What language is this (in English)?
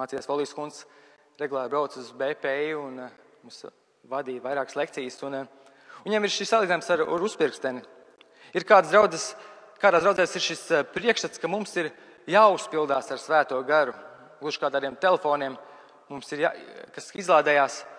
Latvian